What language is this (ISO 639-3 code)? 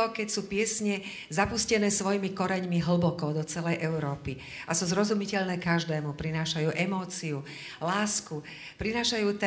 slk